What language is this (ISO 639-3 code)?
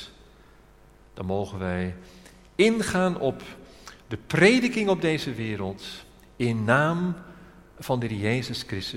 nld